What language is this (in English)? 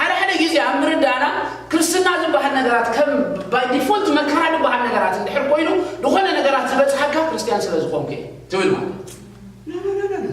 Tigrinya